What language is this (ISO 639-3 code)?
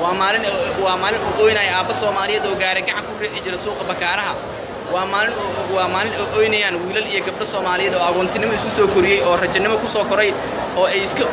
som